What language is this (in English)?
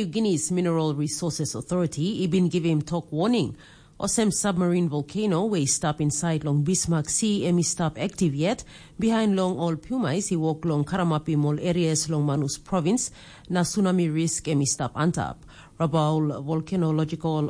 Tok Pisin